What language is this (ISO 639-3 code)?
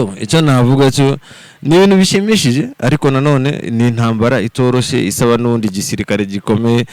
kin